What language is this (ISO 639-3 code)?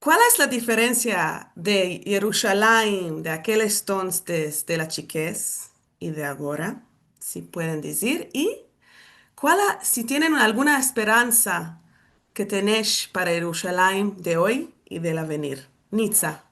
lad